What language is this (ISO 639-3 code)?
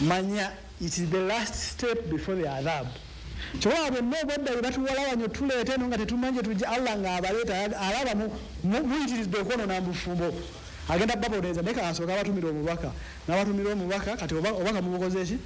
lug